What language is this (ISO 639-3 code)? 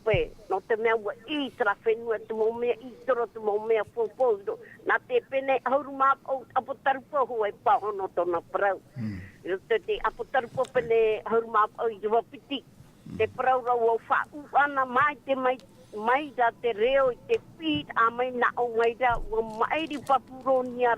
tah